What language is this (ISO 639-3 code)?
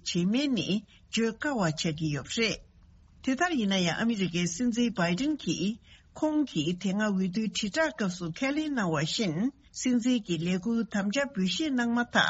bod